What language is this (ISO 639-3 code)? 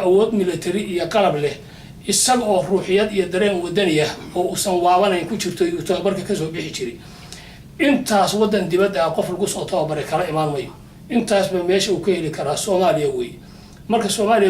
som